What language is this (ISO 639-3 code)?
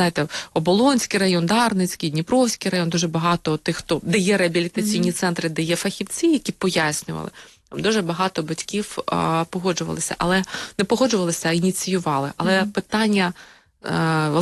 ukr